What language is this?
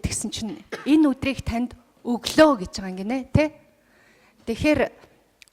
Mongolian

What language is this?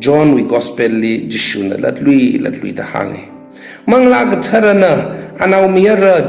Tangkhul Naga (India)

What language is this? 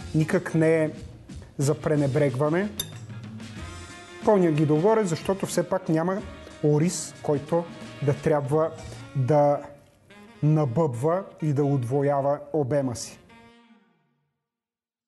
Bulgarian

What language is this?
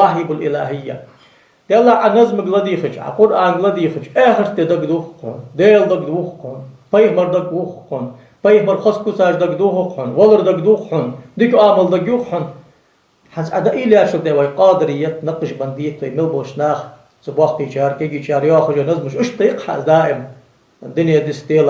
Ingush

